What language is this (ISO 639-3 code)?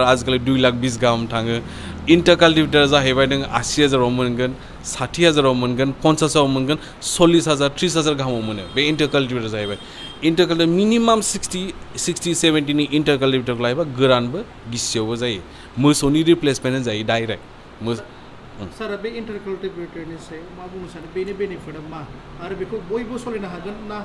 brx